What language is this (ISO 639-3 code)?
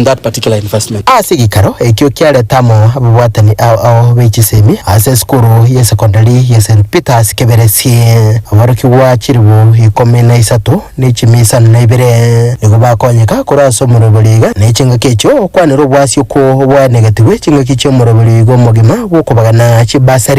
guz